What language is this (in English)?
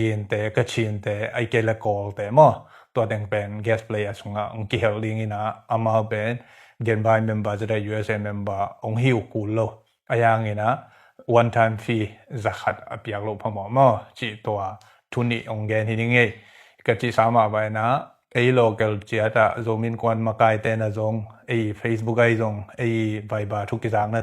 Tedim Chin